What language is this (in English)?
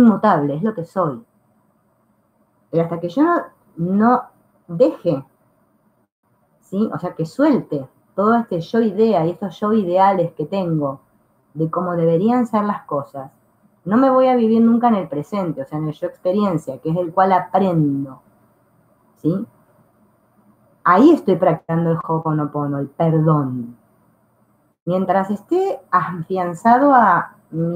Spanish